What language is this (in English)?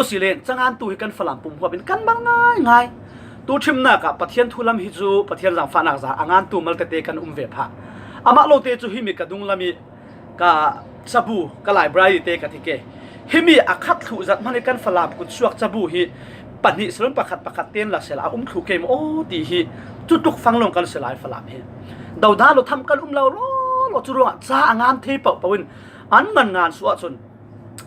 Falam Chin